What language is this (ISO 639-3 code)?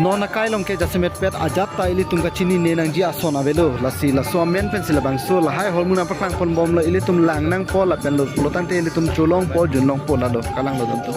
mjw